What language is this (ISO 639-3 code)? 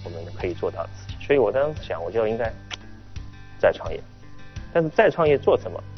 zho